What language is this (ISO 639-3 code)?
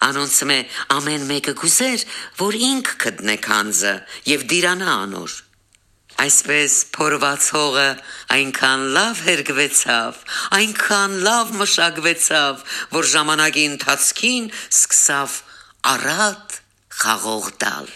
hyw